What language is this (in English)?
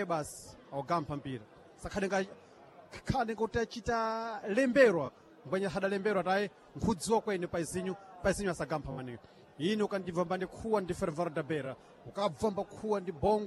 Sena